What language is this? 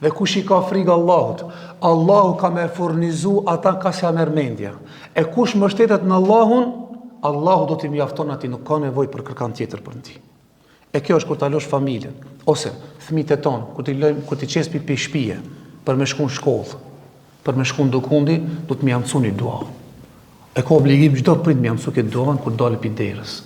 Albanian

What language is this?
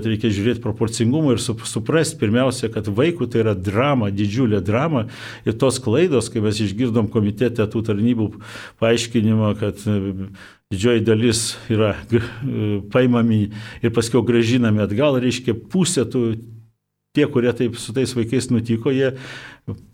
Lithuanian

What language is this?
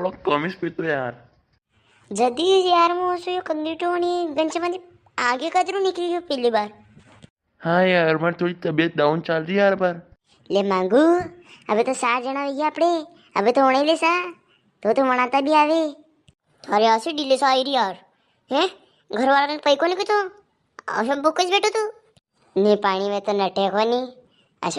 Rajasthani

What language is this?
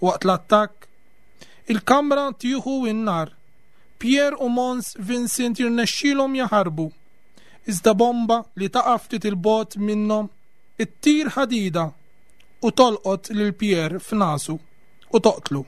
Maltese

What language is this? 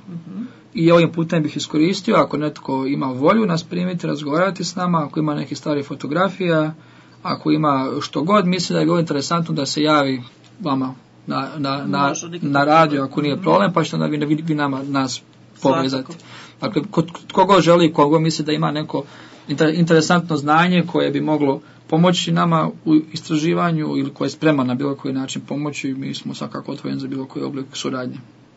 Croatian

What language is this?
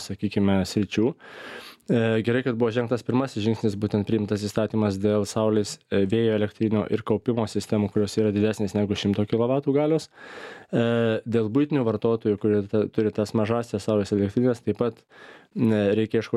Lithuanian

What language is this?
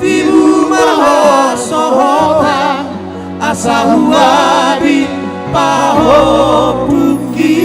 Batak Toba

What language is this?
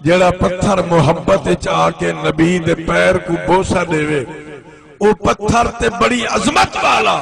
Saraiki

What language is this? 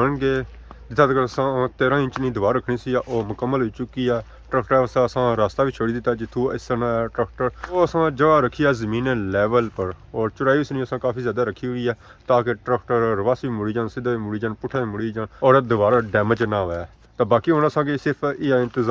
Pahari-Potwari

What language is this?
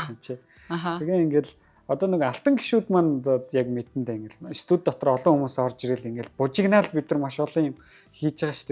Mongolian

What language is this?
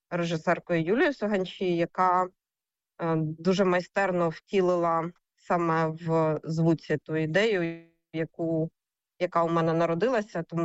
Ukrainian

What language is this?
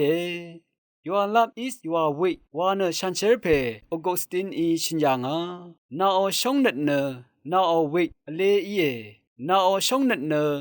Rawang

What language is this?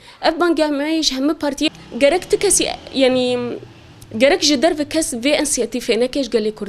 Kurdish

